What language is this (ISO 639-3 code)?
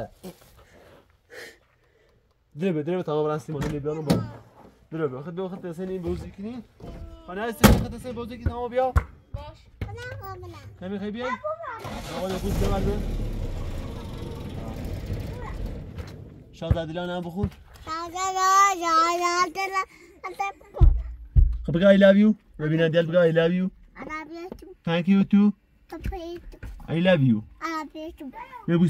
fas